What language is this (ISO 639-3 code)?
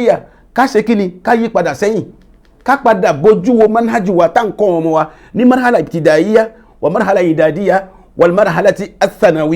yor